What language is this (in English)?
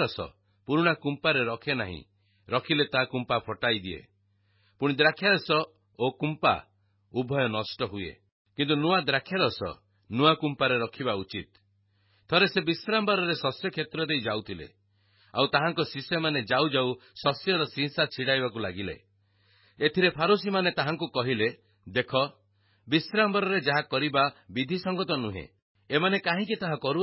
Odia